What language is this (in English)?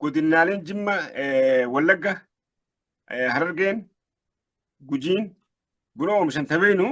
Oromo